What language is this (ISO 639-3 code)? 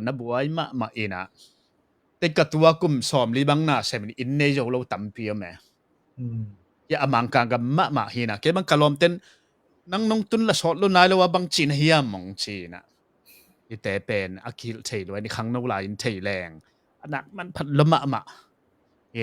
ctd